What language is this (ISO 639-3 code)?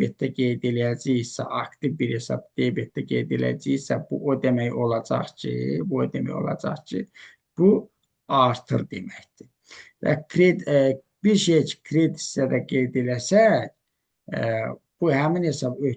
aze